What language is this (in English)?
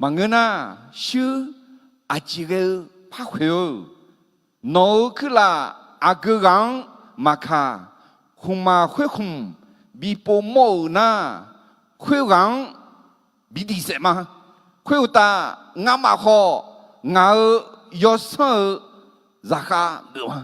Akha